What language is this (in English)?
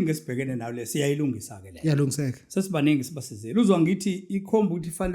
Zulu